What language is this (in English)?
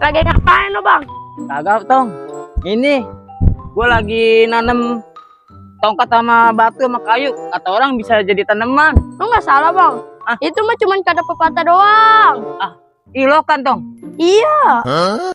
Betawi